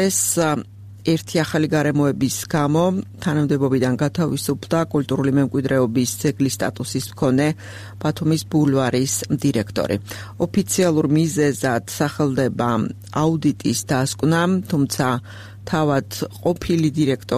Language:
Georgian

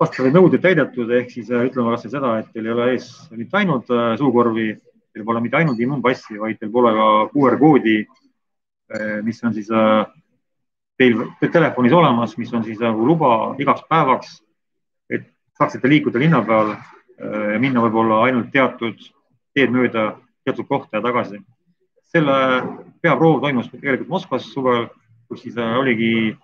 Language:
Estonian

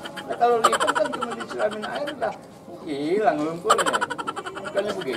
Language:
Betawi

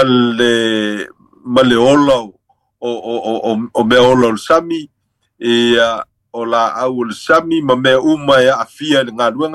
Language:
Samoan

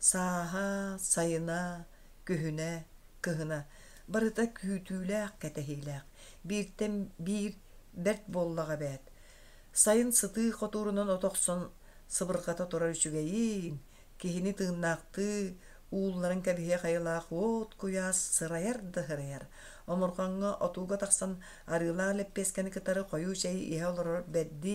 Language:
Yakut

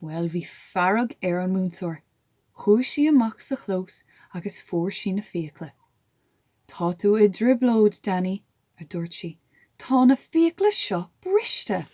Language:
Irish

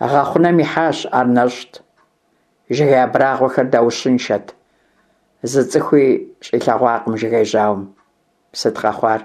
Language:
Kabardian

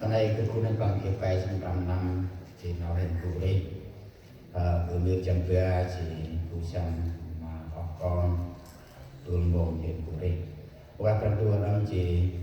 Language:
Central Mnong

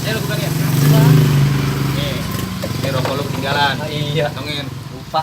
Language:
Betawi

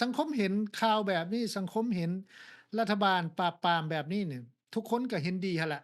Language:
Lao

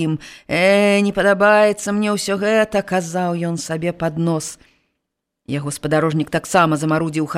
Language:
Belarusian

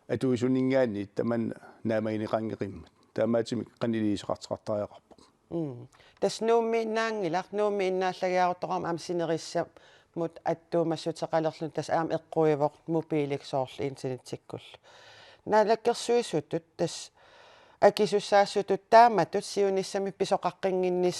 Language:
Kalaallisut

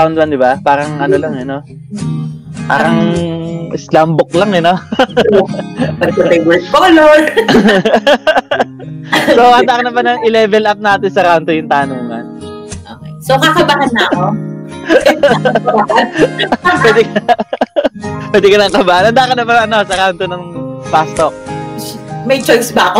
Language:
Filipino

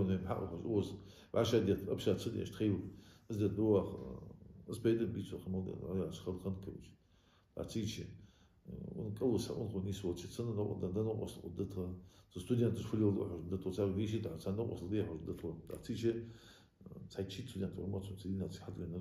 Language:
Ingush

